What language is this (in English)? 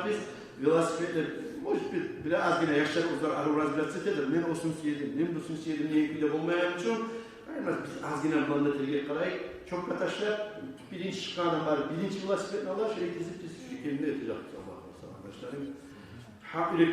Kumyk